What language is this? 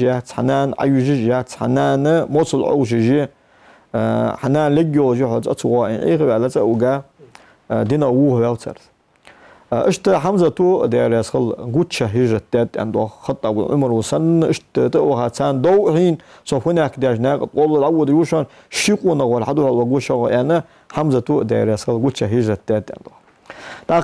Ingush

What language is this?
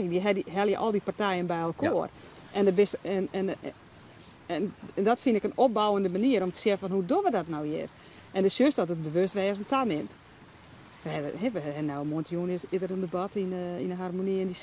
Western Frisian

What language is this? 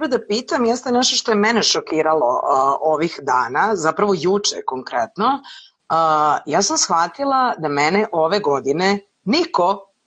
Serbian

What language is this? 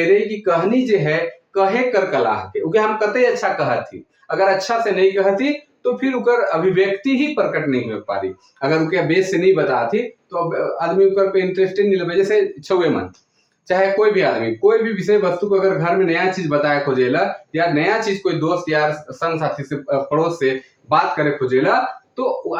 Sadri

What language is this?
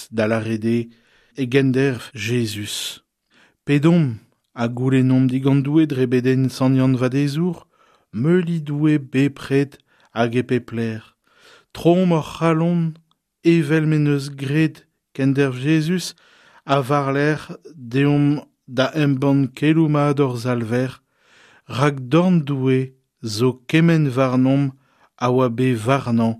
Breton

